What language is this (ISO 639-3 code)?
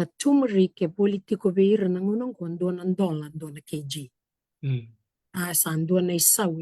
fij